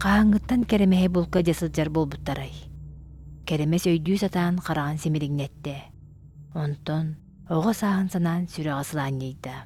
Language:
Yakut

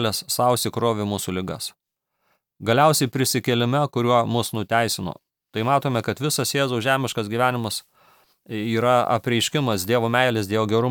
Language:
Lithuanian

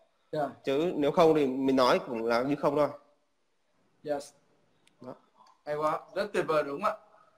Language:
Vietnamese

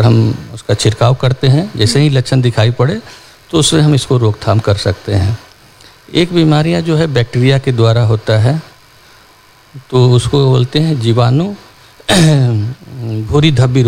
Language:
Hindi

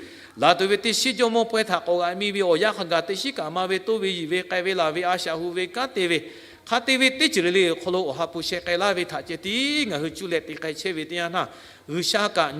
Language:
Lahu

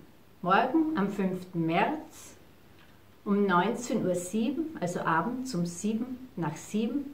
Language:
German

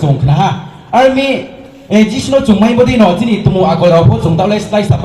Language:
Riang (India)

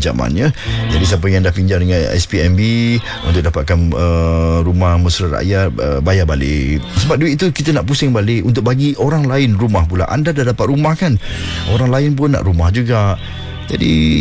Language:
Malay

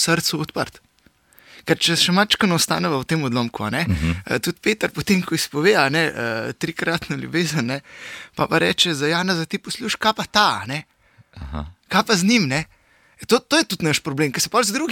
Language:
Slovenian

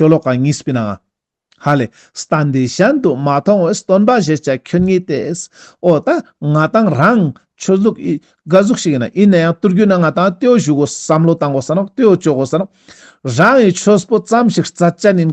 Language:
Ladakhi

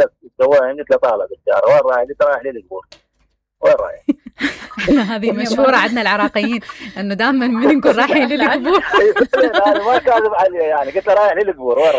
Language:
Mesopotamian Arabic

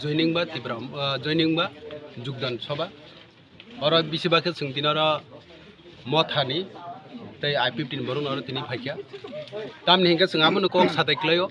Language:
Kok Borok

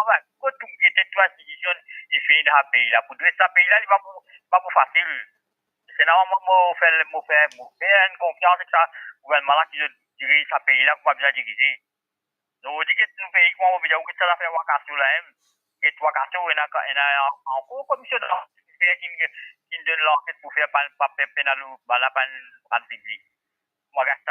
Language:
Morisyen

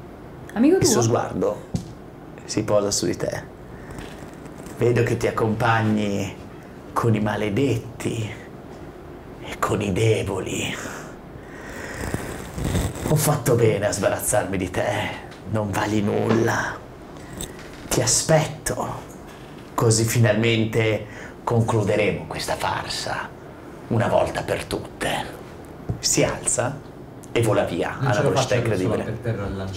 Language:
Italian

